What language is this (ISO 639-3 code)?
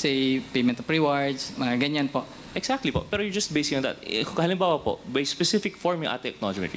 fil